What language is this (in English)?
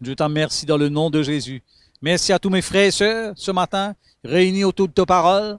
Morisyen